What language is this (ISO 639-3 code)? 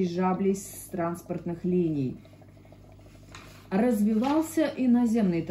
rus